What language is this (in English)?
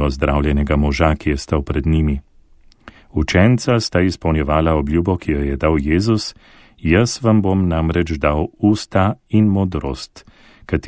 Slovenian